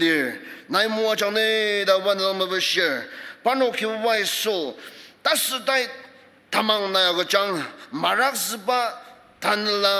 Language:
Ao Naga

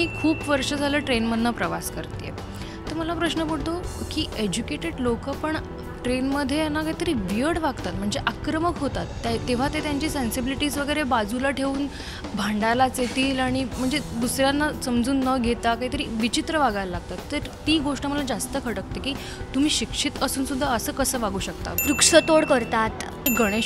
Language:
Marathi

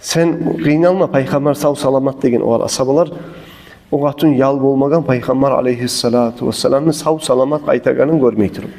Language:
Kumyk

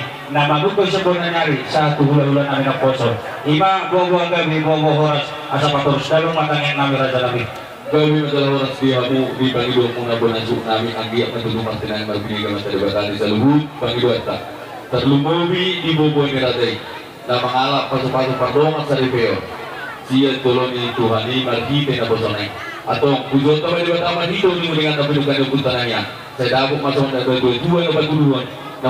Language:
Batak Toba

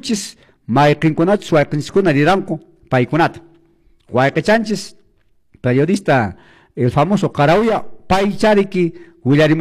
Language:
Quechua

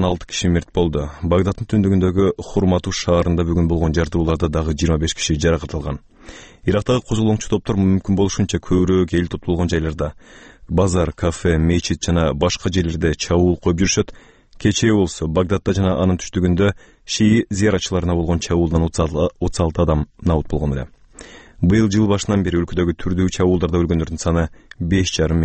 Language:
Kyrgyz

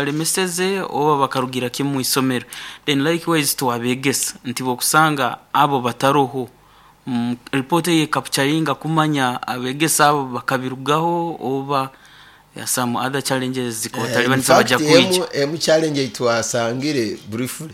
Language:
Nyoro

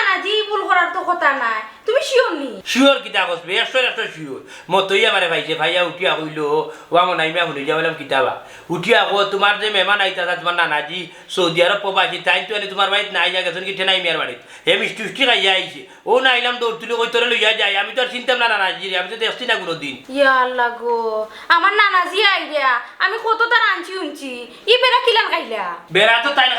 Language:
Sylheti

